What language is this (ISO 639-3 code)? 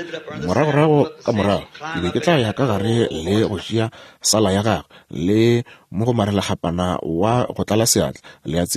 nso